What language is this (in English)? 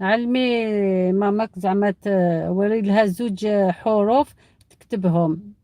Algerian Arabic